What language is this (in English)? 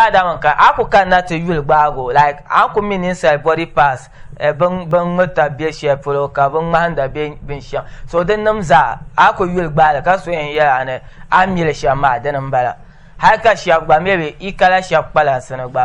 Dagbani